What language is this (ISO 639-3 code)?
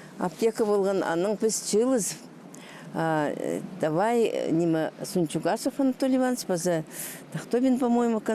kjh